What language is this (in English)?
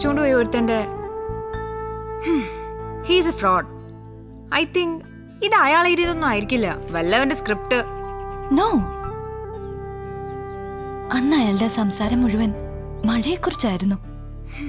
Malayalam